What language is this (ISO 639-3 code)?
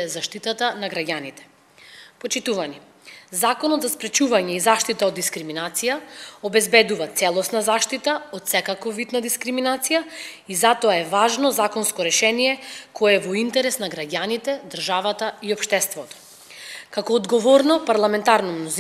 mkd